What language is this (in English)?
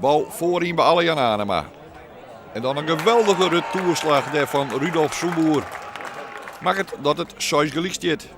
Western Frisian